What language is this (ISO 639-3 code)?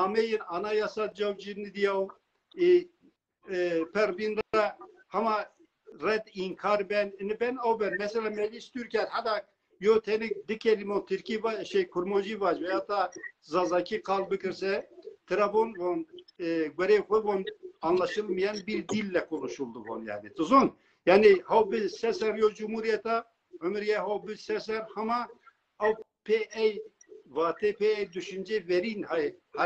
zza